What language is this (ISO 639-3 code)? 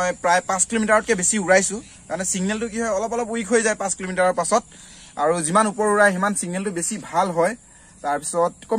asm